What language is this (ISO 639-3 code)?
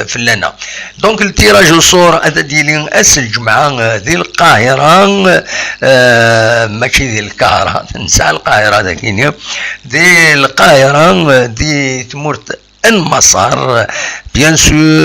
kab